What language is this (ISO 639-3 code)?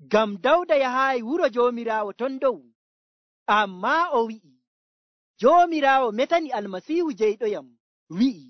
fuv